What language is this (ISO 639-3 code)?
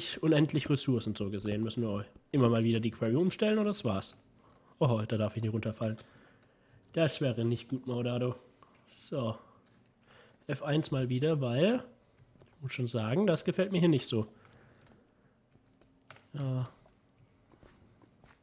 deu